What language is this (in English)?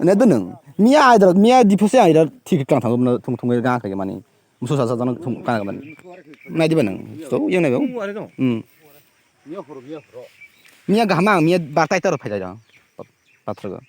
Kok Borok